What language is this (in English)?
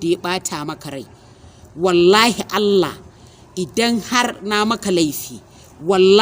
Hausa